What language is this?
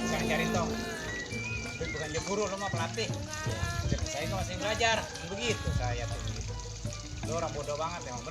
Betawi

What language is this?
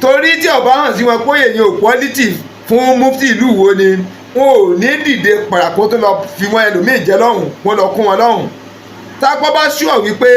Yoruba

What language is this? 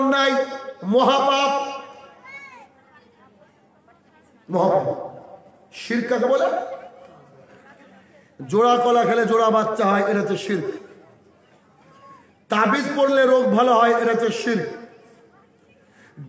Bangla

